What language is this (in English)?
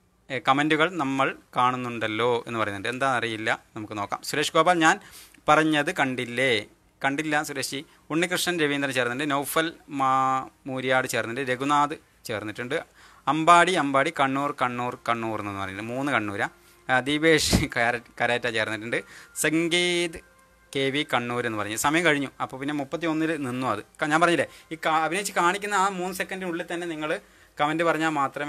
Malayalam